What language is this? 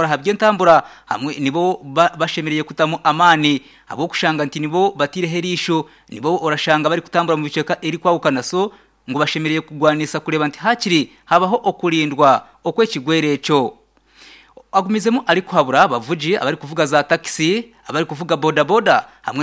Nyankole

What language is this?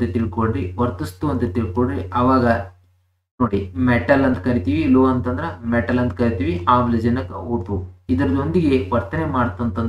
Kannada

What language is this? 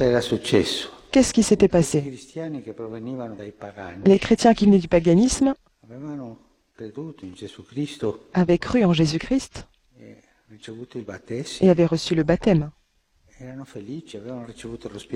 French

